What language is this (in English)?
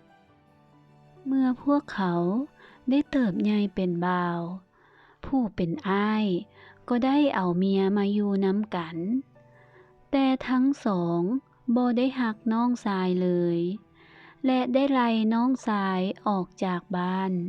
Lao